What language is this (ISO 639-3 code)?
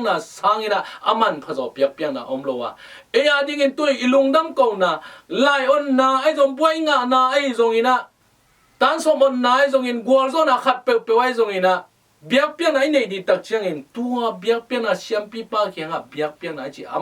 ctd